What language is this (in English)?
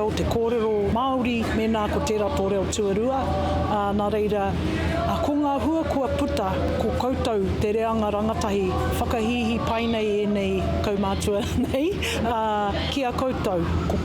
Māori